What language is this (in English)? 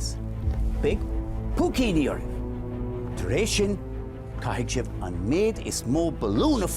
Irish